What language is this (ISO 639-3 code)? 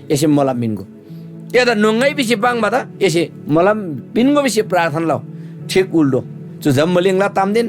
taj